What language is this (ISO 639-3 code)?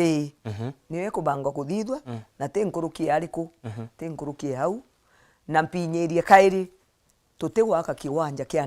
mer